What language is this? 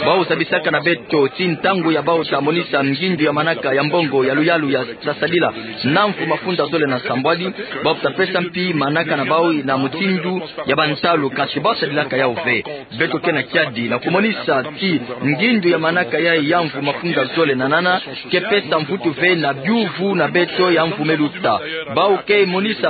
Kituba (Democratic Republic of Congo)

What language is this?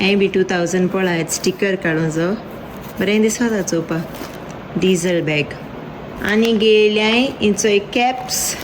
Konkani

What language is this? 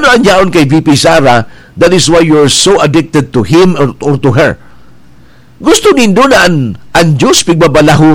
Bikol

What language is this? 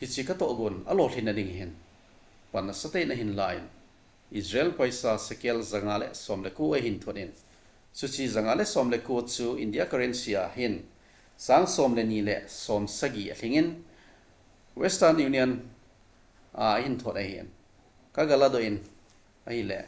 Thado Chin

